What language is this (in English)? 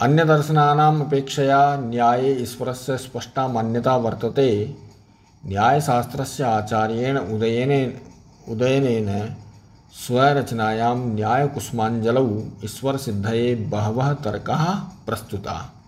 Sanskrit